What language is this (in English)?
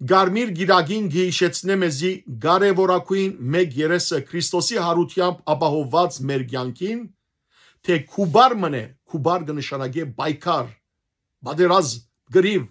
Western Armenian